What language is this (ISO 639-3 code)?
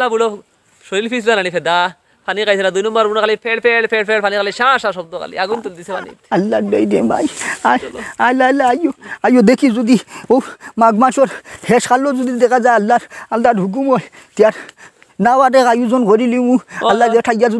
syl